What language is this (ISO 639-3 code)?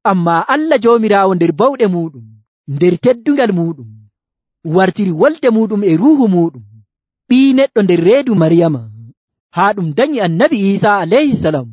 fuv